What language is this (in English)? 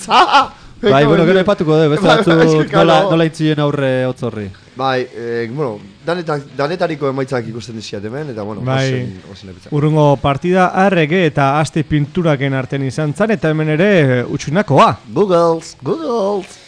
Basque